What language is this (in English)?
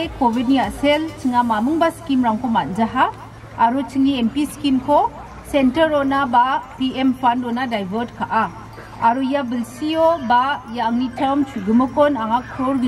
Garo